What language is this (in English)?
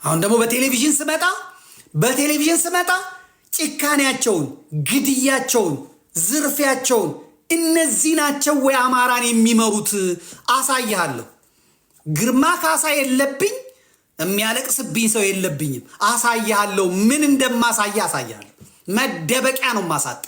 Amharic